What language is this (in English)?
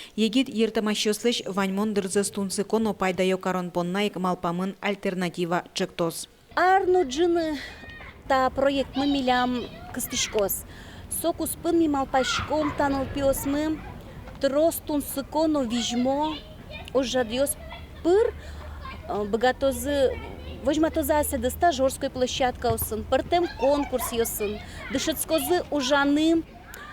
Udmurt